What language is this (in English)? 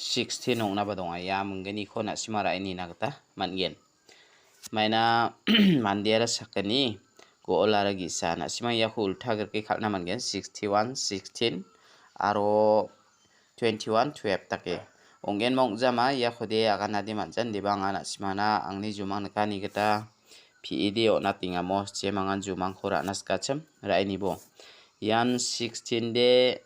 Garo